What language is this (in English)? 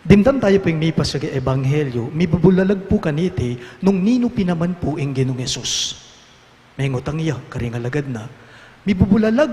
Pampanga